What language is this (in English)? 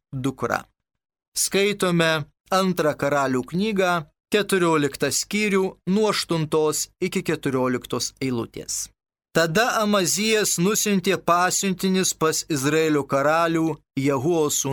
Lithuanian